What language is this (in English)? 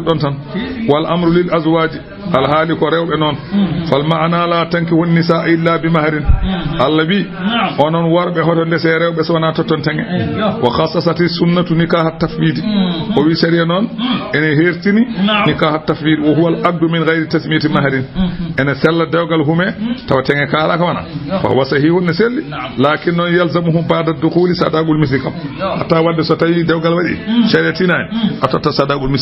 Fula